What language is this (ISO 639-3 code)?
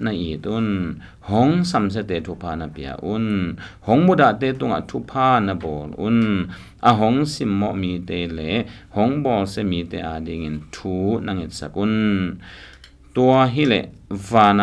ctd